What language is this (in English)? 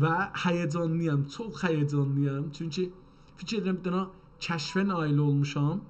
South Azerbaijani